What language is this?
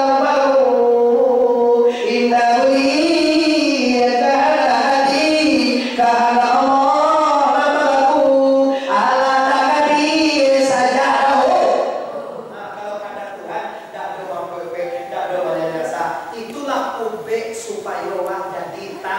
Minangkabau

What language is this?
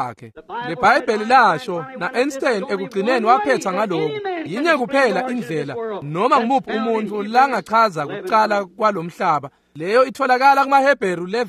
Swati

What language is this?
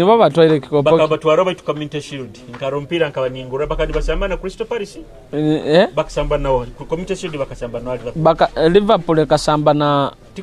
Nyoro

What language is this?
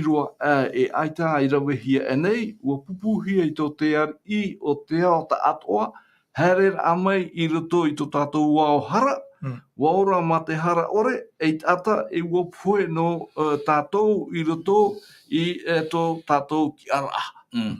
Tahitian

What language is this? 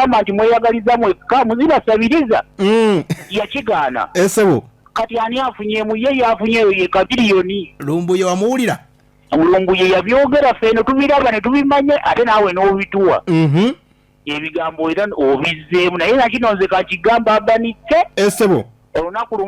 Ganda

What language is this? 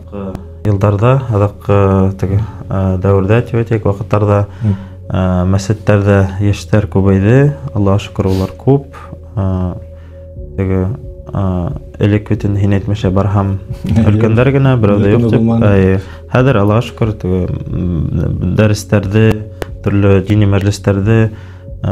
Bashkir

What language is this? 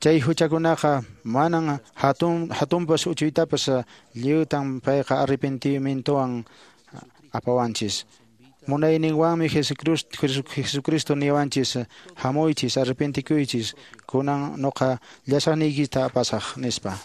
Quechua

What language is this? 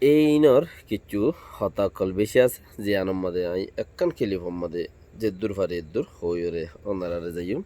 Rohingya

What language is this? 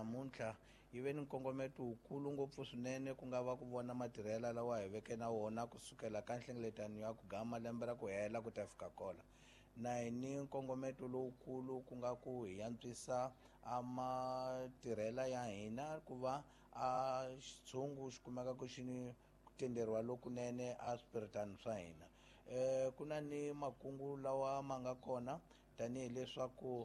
Tsonga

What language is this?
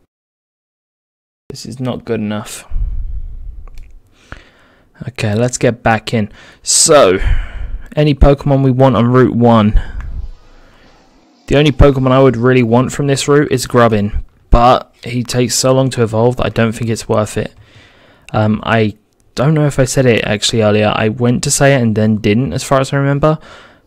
English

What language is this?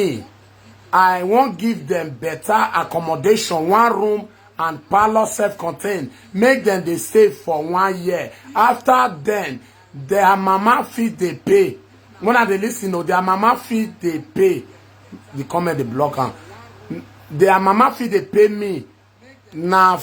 Nigerian Pidgin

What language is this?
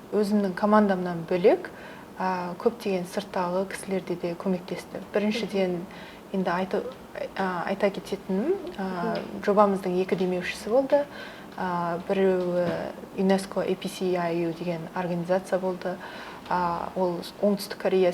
Kazakh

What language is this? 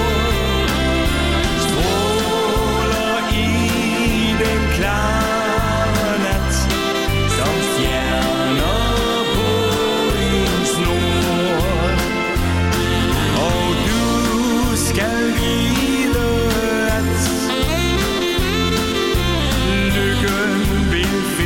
Danish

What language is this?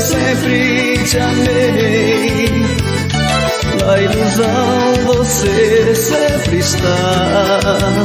Portuguese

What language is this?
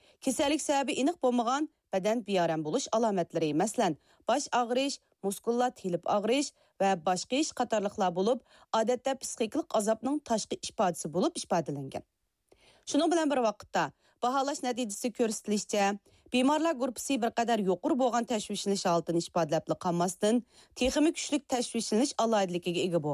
Uyghur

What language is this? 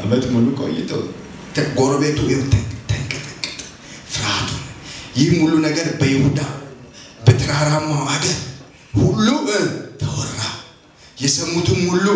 Amharic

